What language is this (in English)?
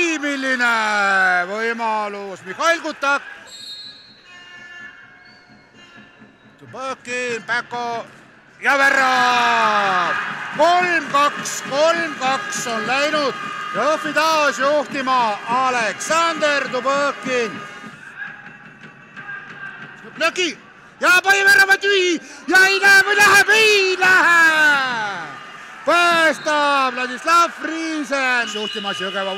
Estonian